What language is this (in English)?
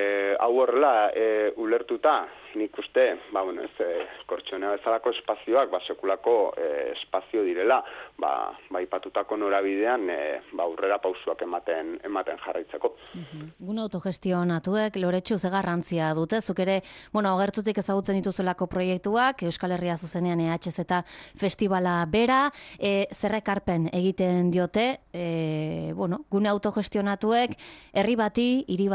Basque